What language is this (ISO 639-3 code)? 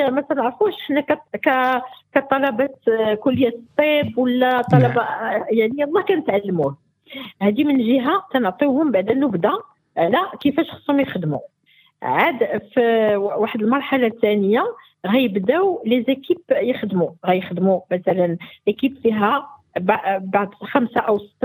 ary